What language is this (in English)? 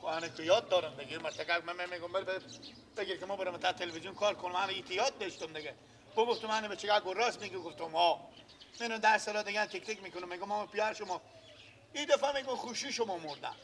Persian